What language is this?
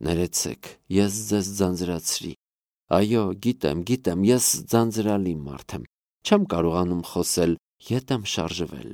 Armenian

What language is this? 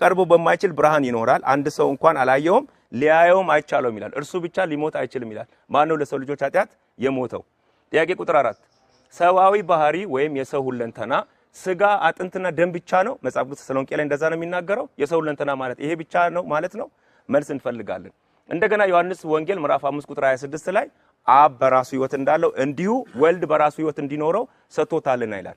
Amharic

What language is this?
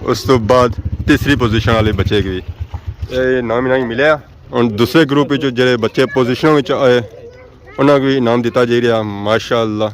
Pahari-Potwari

